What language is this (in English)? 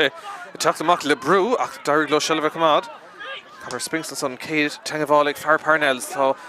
Irish